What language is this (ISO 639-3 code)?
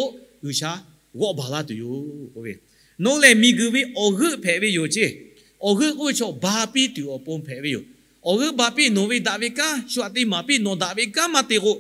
lhu